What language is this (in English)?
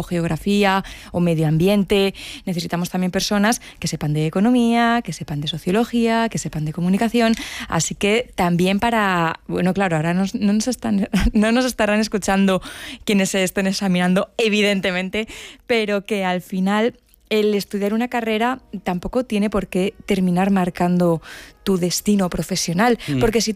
Spanish